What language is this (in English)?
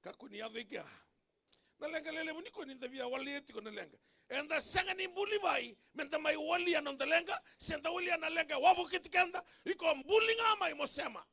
Fijian